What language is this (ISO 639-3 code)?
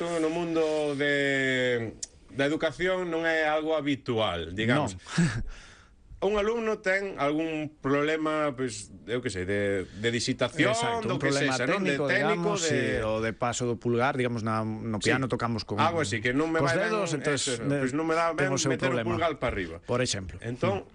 glg